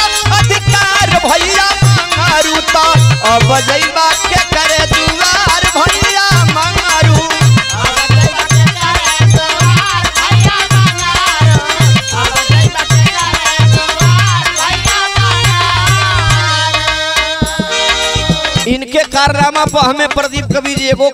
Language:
Bhojpuri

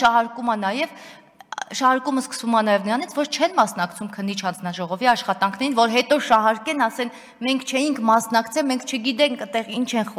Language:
Armenian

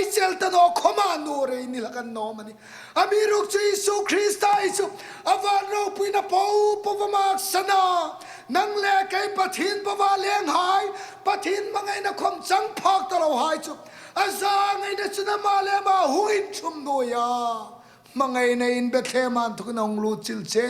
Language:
Hmar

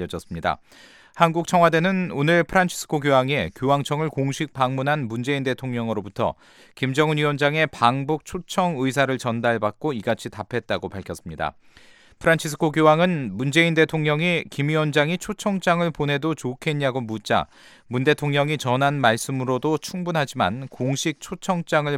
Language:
Korean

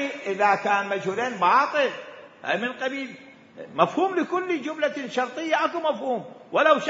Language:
Mesopotamian Arabic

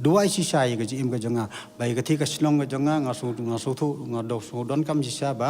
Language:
Khasi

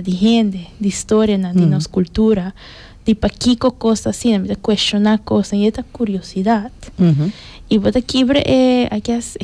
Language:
Papiamento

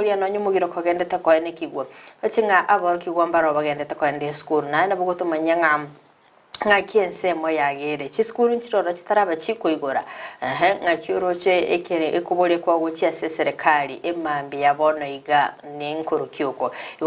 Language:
Gusii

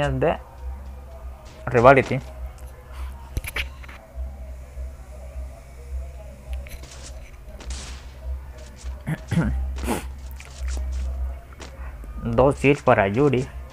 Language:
Spanish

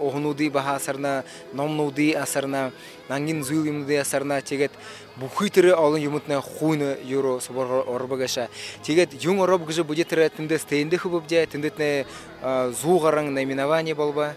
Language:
Buriat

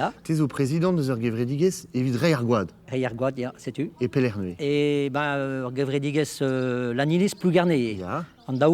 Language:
Breton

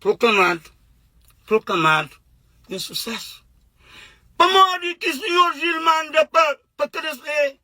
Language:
Kabuverdianu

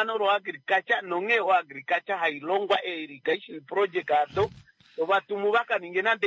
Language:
Kuanyama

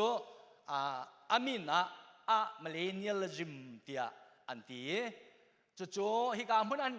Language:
Hakha Chin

